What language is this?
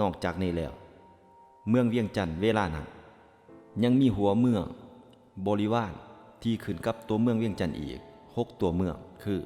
Lao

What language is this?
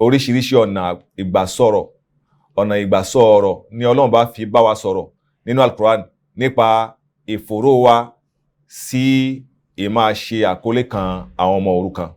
Yoruba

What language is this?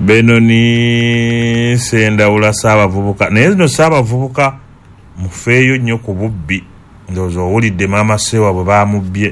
Ganda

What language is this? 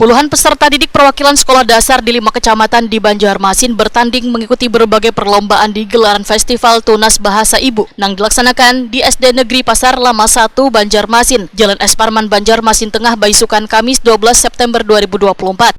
Banjar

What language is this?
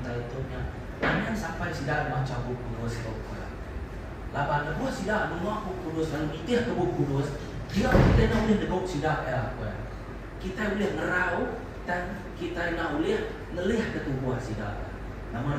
Iban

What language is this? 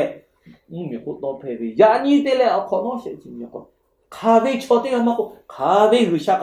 Lahu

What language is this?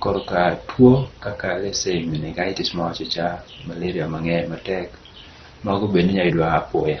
Luo (Kenya and Tanzania)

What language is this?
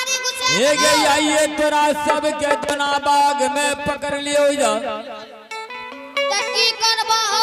Angika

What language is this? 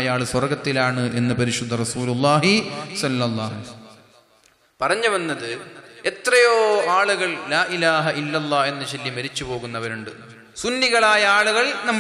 Malayalam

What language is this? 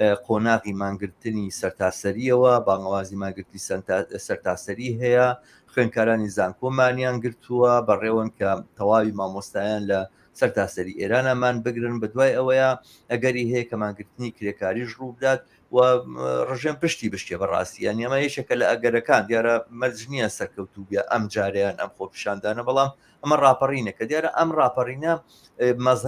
Central Kurdish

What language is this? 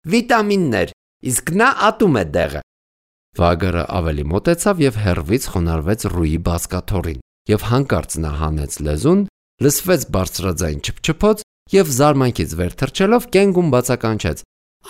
Armenian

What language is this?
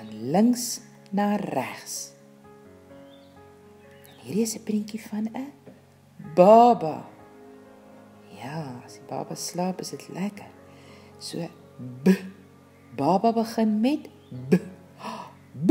Afrikaans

